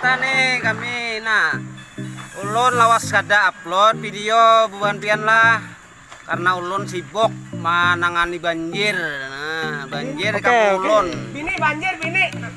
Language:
Banjar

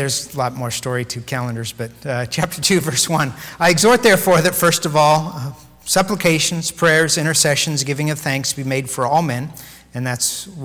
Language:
English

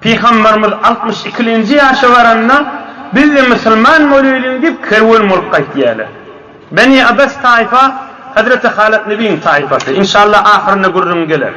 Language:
Turkmen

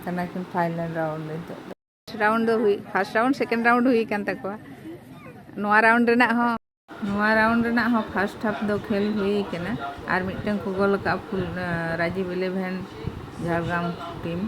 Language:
Santali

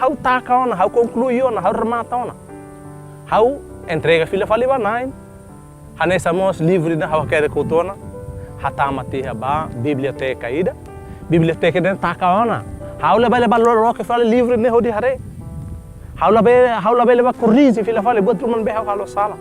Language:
Tetum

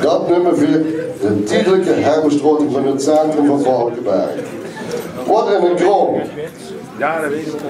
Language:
Limburgish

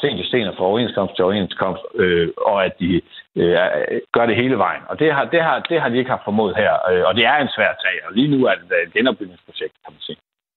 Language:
Danish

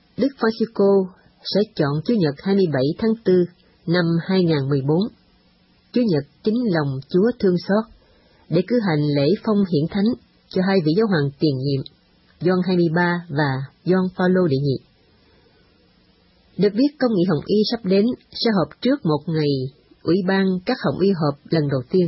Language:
Vietnamese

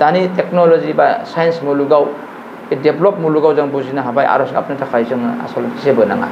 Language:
Bodo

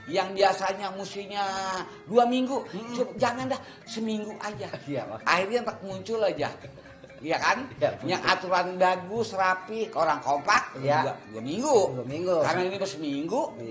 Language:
Betawi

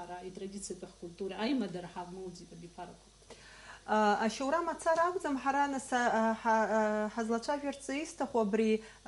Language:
Abkhazian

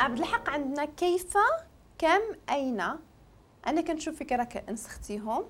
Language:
Moroccan Arabic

